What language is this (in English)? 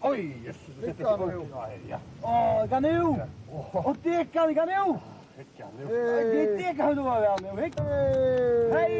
Faroese